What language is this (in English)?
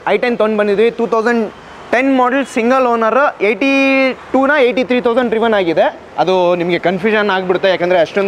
Kannada